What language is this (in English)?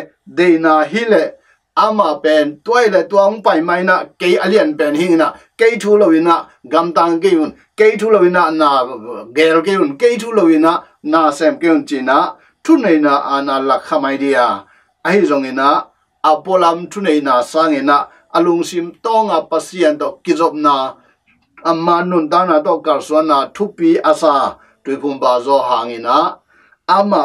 Tedim Chin